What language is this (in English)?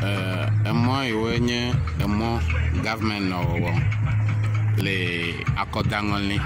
Ewe